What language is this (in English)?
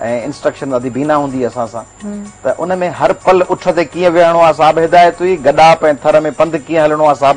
Sindhi